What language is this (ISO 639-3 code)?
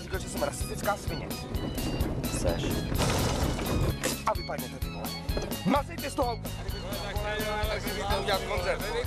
ces